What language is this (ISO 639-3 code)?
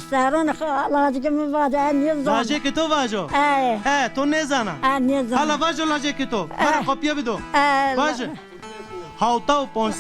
zza